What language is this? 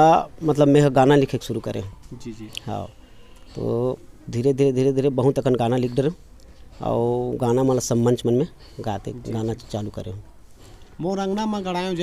Chhattisgarhi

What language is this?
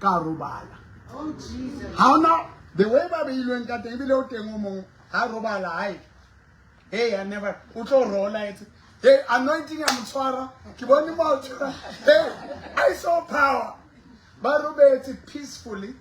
Southern Sotho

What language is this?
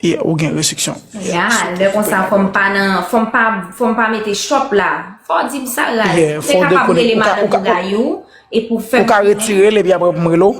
Haitian Creole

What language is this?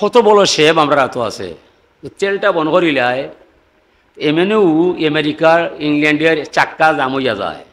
Sylheti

